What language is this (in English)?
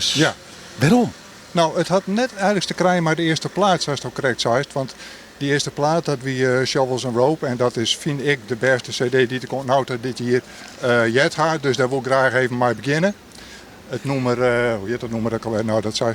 Western Frisian